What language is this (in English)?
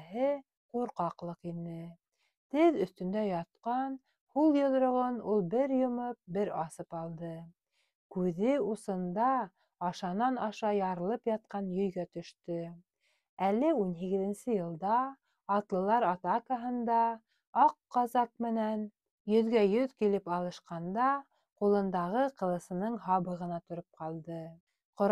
Bashkir